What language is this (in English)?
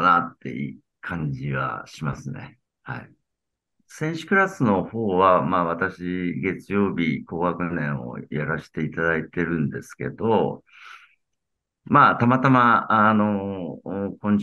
Japanese